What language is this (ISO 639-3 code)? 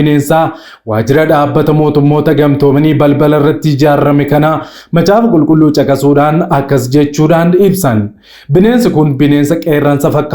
orm